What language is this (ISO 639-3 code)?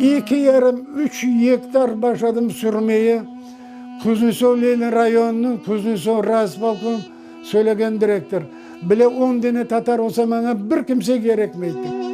crh